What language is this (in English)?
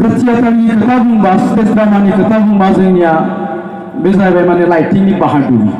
Bodo